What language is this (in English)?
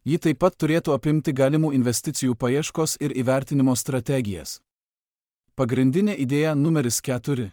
Lithuanian